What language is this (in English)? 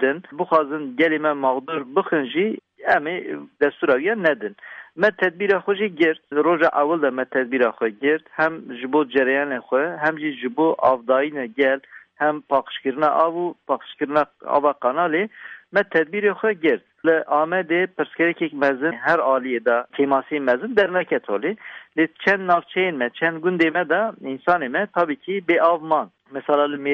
Kurdish